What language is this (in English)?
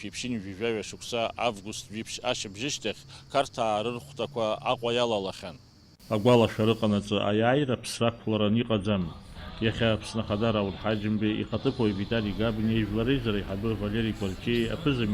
Abkhazian